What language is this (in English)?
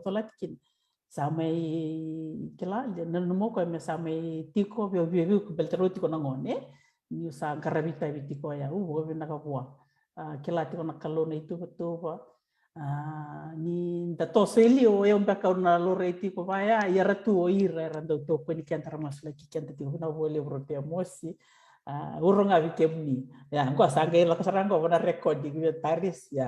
Fijian